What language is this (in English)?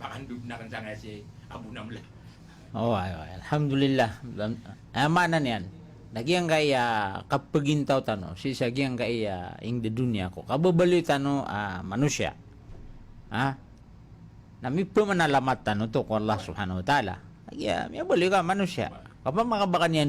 Maranao